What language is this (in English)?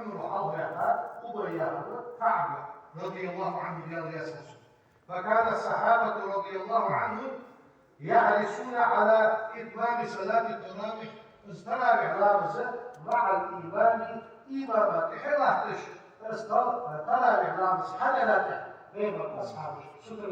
Ingush